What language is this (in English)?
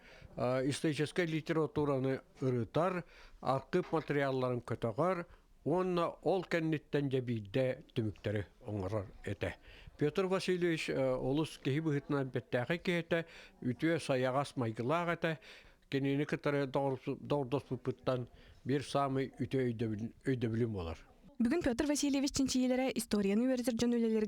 Yakut